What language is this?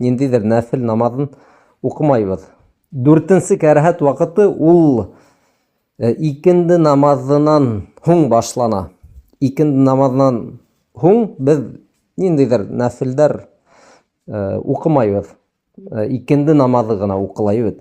Bashkir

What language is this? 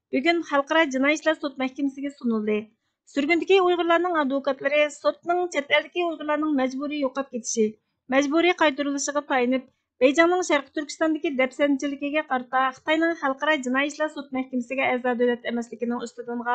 Uyghur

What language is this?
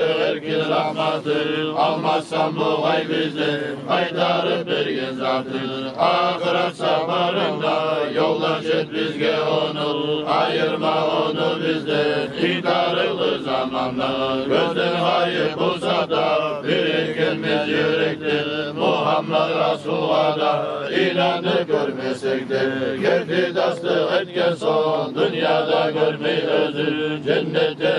Kumyk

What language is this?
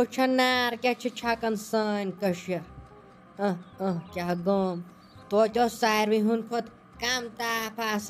Kashmiri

